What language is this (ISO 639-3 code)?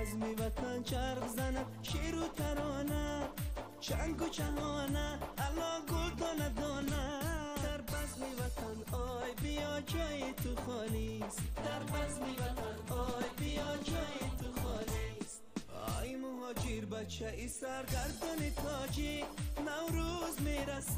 tgk